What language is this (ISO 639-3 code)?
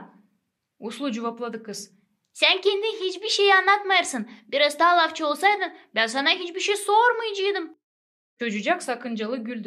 gag